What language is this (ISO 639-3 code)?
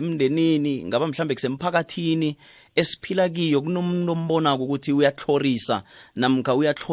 nbl